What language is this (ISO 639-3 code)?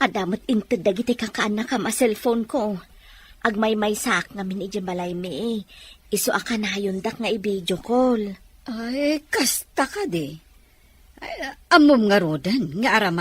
ilo